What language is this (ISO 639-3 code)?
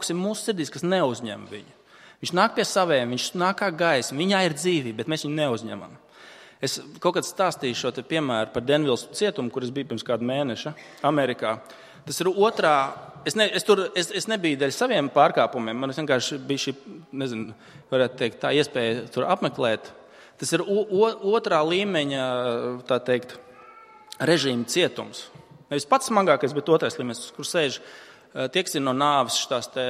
lav